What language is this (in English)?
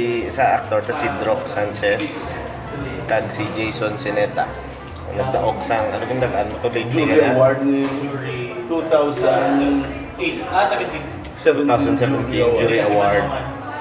Hiligaynon